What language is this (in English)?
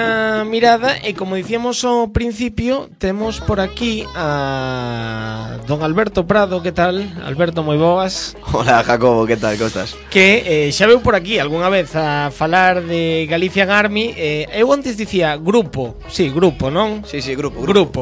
Galician